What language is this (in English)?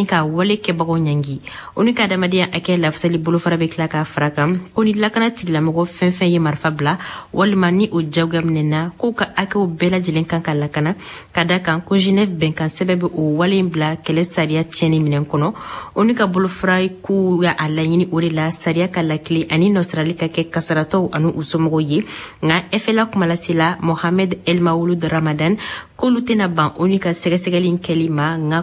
Bambara